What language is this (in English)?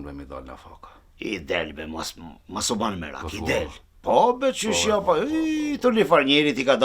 Albanian